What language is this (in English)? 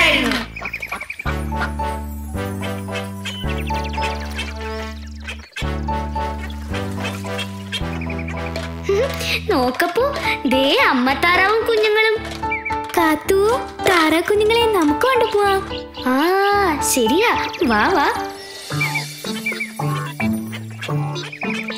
Malayalam